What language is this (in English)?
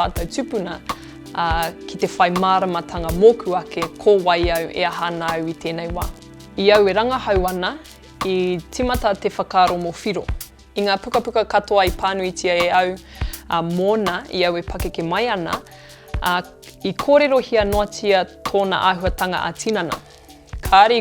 Māori